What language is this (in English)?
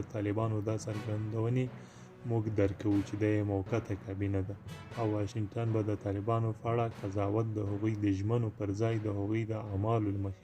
Pashto